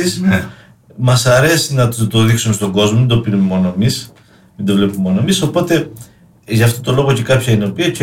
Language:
Greek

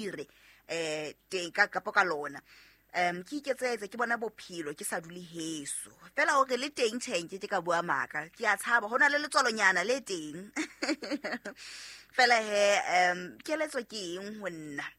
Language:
Southern Sotho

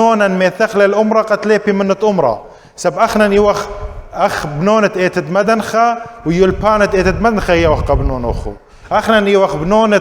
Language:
Assyrian Neo-Aramaic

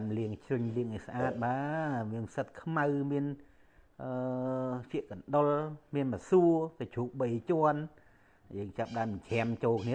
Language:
Khmer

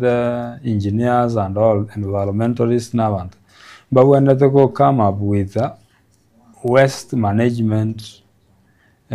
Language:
Gusii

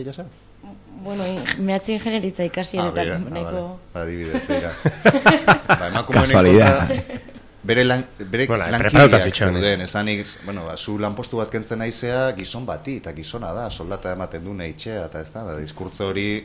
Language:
Basque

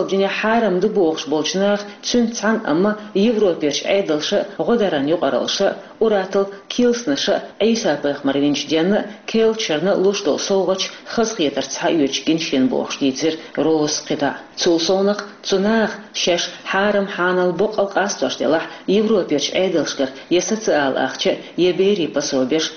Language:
Chechen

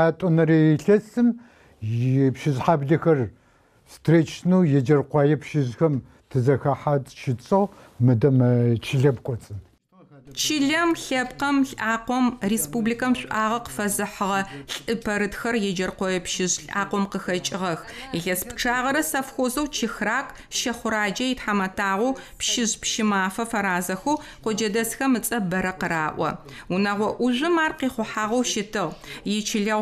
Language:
Adyghe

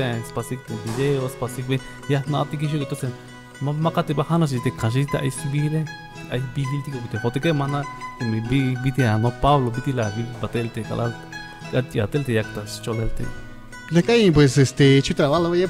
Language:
Tzeltal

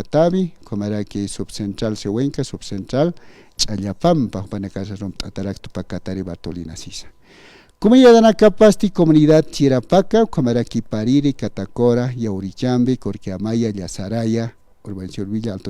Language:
Aymara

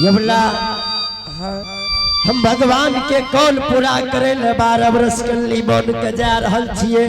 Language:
Angika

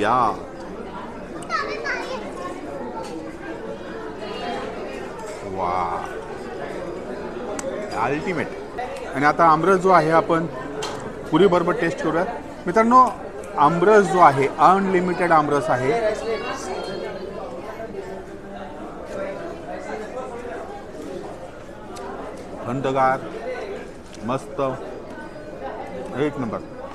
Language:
Marathi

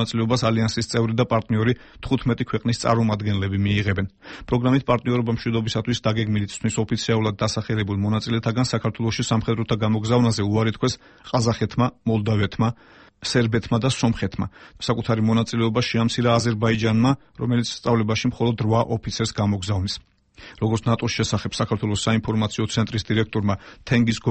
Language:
Georgian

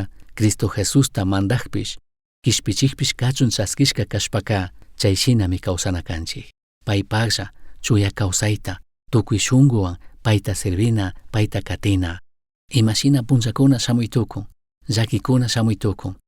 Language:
Chimborazo Highland Quichua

